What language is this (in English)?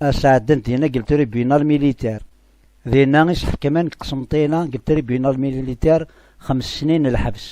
Kabyle